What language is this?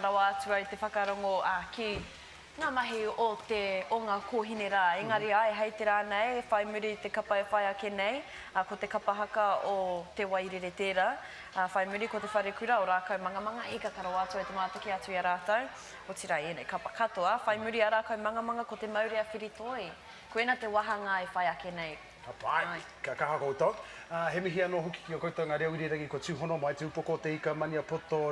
Māori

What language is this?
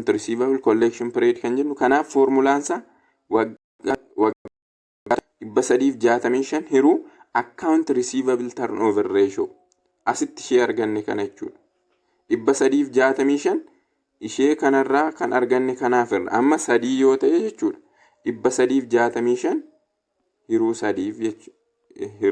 Oromo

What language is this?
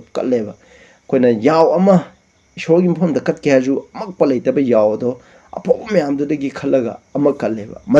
Manipuri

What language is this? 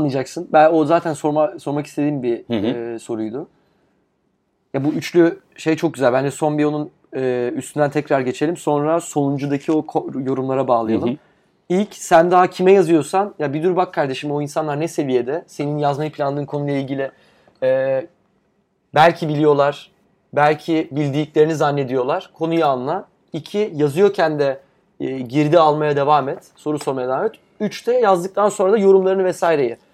Turkish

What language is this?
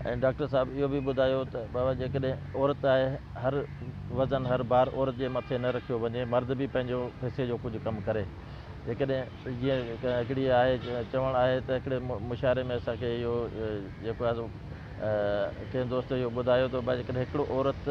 Sindhi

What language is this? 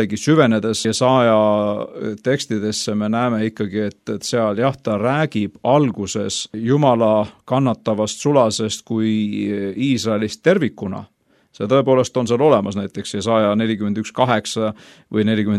Estonian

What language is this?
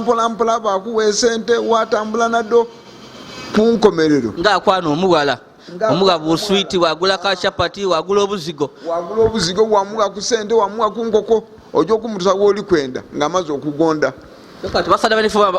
Ganda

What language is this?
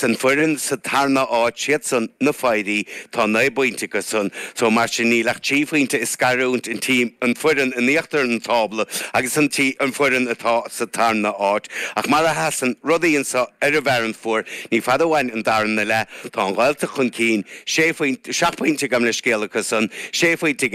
Irish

